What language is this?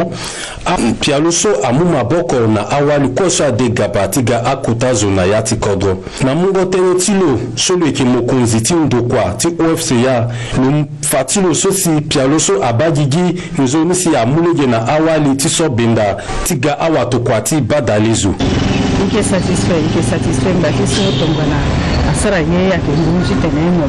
Sango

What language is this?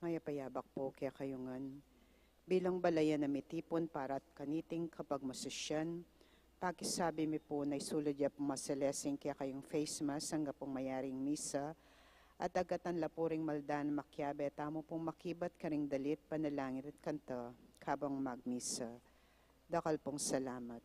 Pampanga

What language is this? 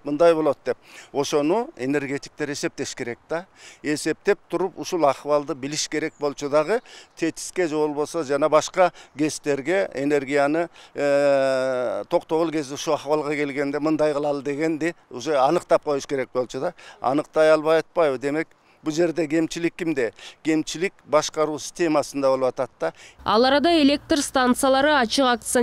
Kyrgyz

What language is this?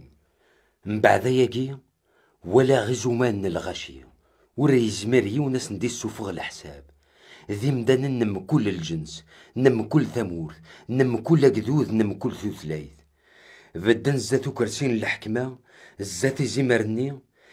Kabyle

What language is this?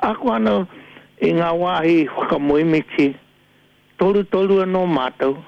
Māori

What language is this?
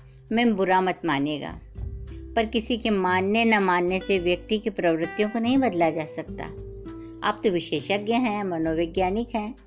Hindi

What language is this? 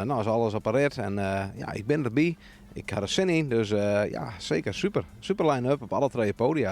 Western Frisian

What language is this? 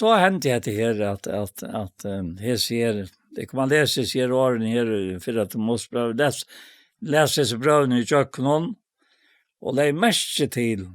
Faroese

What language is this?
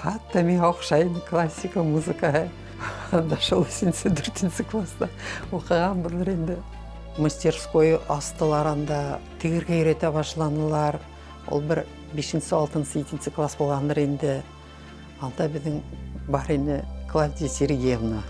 Bashkir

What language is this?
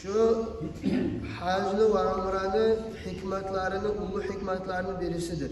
Kumyk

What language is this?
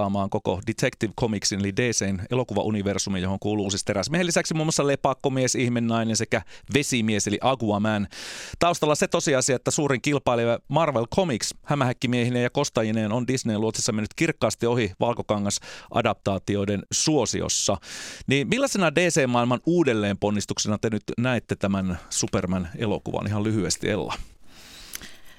Finnish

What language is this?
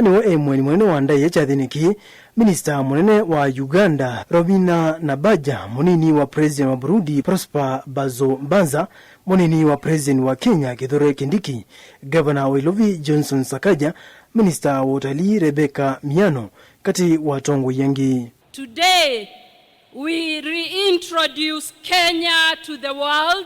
Kamba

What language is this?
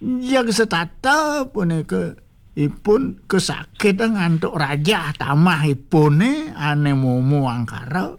Balinese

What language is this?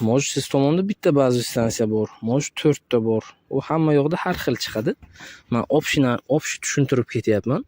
Uzbek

